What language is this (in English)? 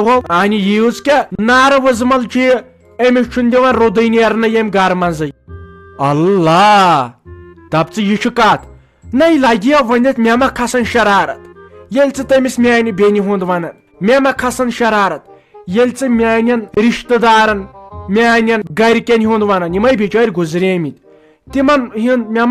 Kashmiri